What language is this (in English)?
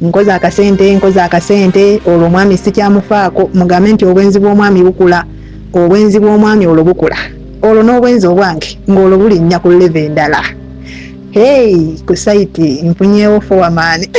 Ganda